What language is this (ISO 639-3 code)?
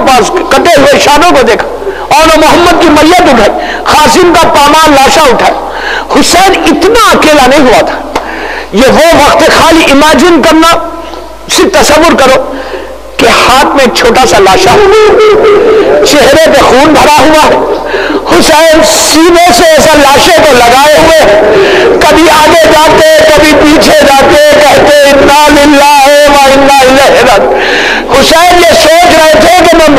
urd